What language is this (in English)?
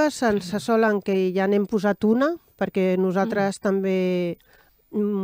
Catalan